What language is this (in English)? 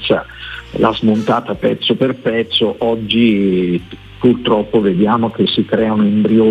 Italian